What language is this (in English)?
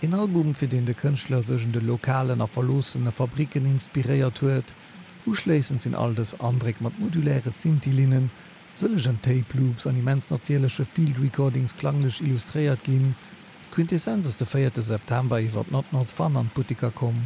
Luxembourgish